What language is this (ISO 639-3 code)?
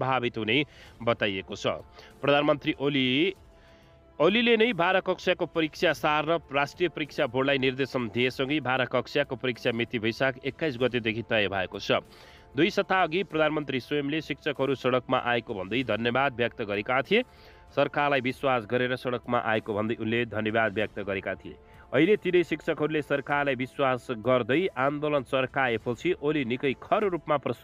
nep